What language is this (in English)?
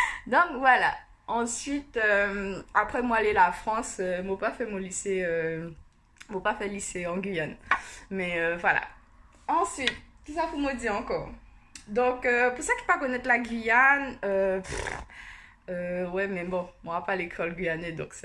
Guianese Creole French